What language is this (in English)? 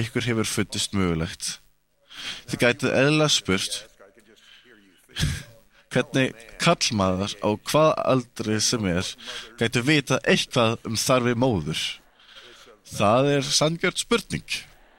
Icelandic